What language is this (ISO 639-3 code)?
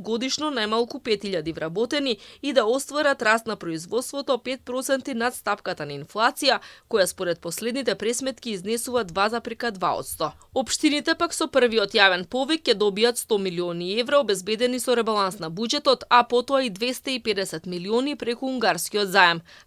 mkd